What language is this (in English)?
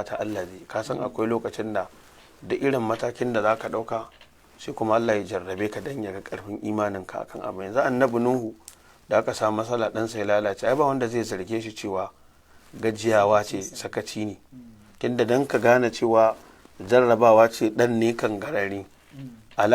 Hausa